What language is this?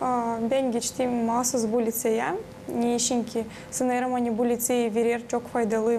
Gagauz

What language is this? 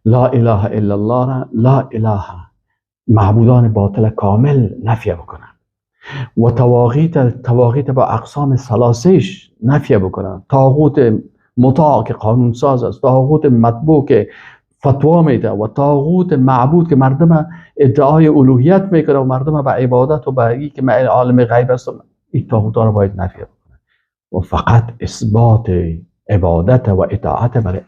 Persian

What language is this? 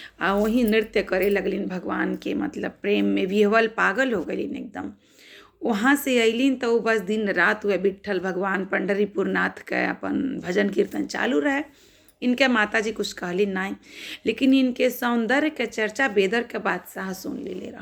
Bhojpuri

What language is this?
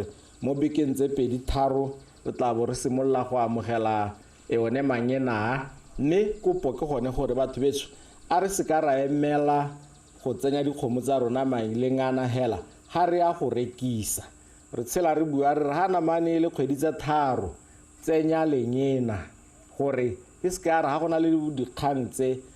Tswana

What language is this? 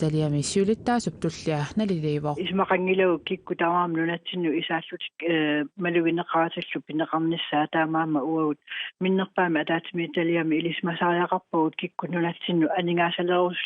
Kalaallisut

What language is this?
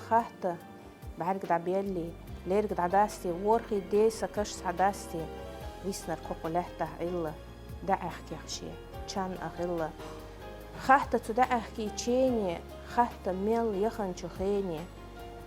Chechen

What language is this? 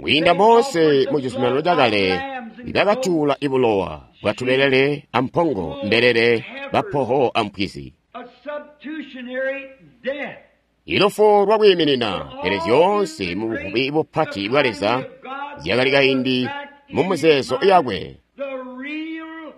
Tonga (Zambia)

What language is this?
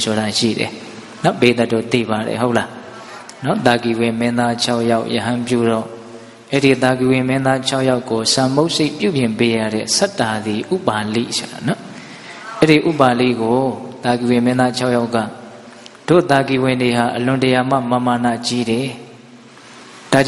Burmese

